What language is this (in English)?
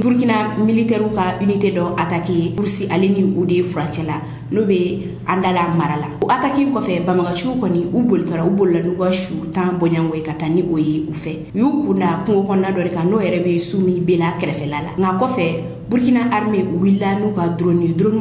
Bambara